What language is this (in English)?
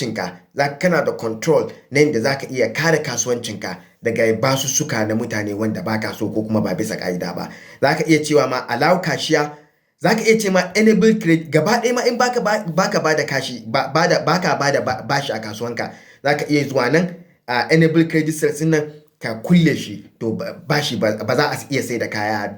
Hausa